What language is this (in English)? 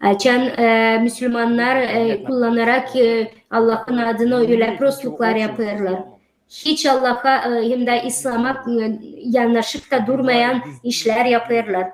Gagauz